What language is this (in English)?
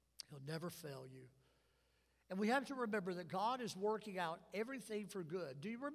English